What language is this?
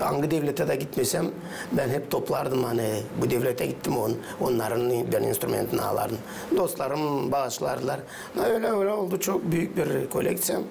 Gagauz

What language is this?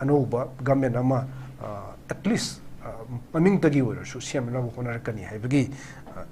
Manipuri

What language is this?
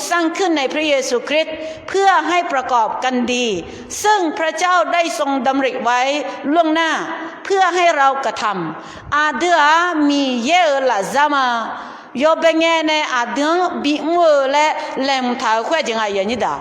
Akha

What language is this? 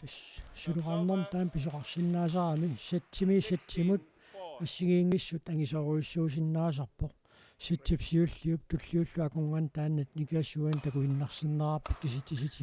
Kalaallisut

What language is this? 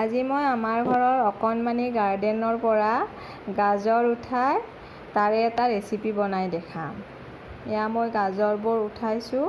Assamese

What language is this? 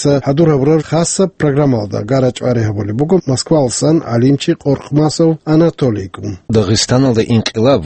Avaric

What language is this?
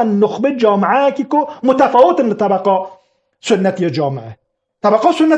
Kurdish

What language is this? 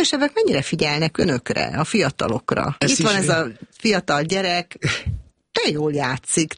Hungarian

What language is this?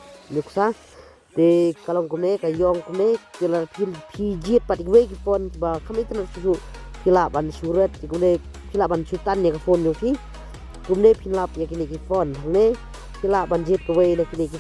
Khasi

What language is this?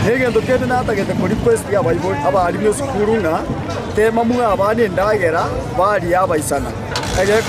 Gusii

